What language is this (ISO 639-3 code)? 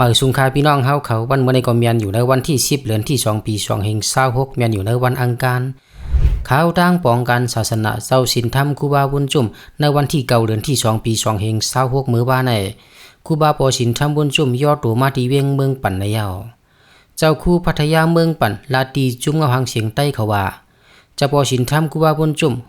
shn